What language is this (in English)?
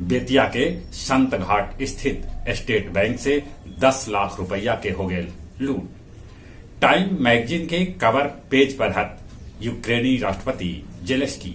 Magahi